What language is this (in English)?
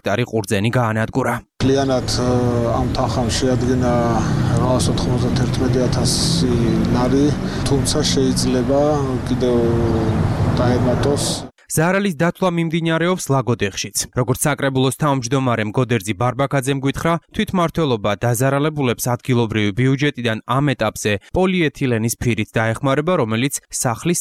Georgian